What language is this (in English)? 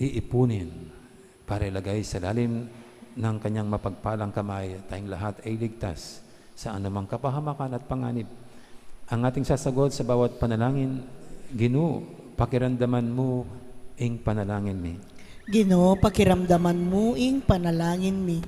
Pampanga